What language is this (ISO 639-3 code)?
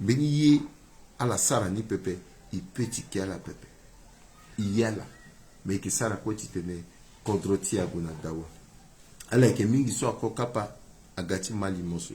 sag